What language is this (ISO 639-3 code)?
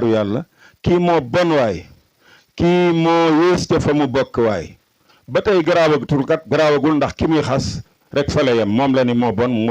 wol